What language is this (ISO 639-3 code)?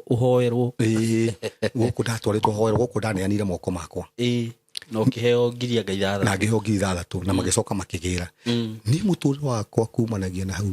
kik